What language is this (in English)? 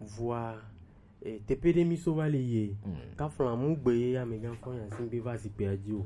Gen